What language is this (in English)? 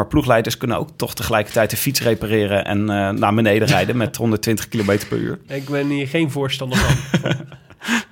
Dutch